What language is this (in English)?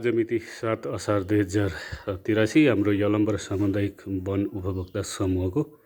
Nepali